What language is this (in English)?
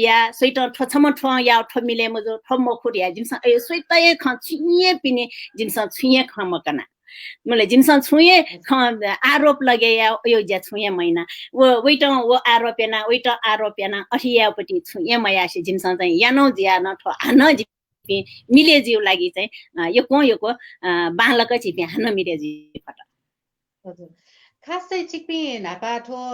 Newari